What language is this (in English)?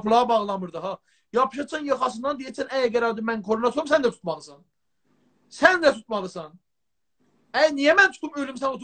South Azerbaijani